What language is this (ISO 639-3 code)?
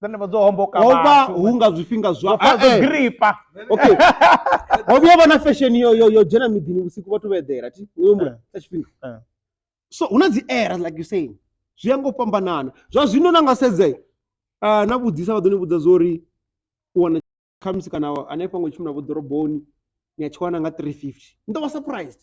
ven